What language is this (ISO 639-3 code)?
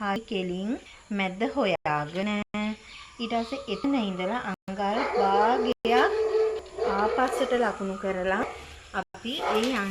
sin